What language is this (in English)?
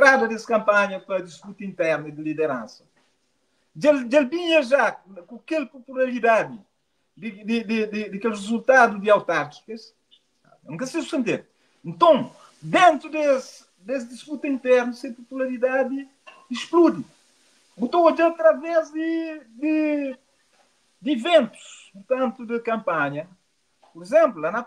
Kabuverdianu